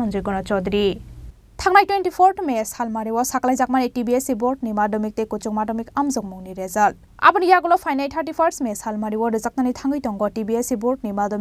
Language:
Kok Borok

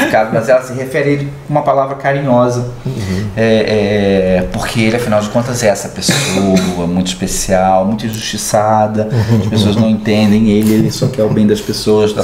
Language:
Portuguese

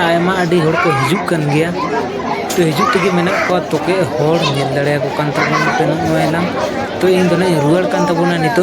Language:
Santali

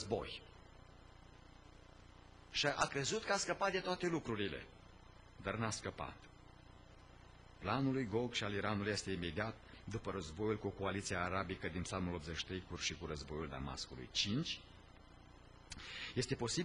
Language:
Romanian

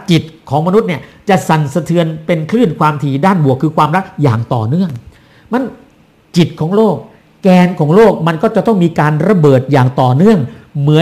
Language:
Thai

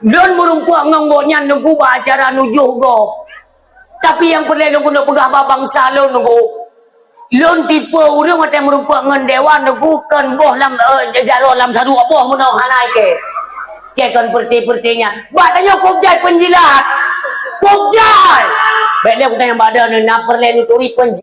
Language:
Achinese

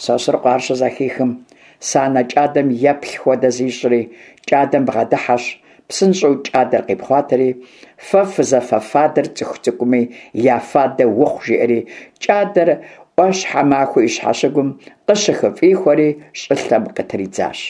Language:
Kabardian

